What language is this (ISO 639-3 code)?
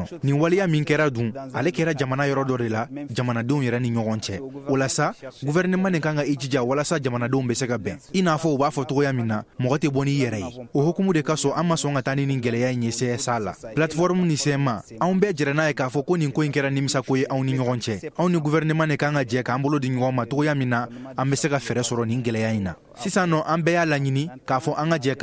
bam